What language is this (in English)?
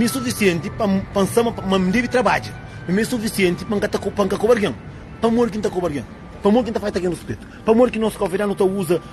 Kabuverdianu